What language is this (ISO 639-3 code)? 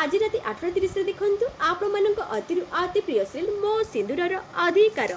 ori